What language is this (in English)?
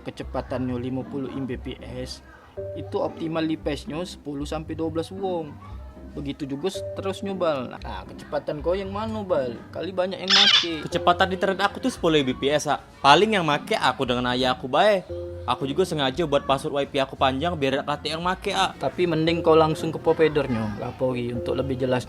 Musi